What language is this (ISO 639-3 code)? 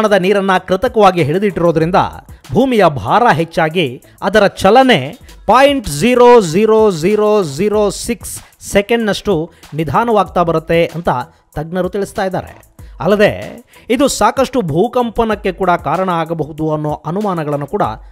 kan